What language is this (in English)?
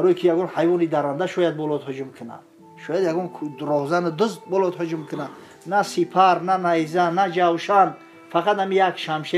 Tajik